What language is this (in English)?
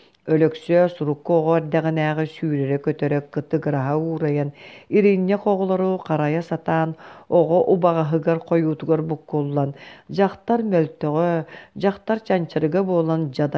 Yakut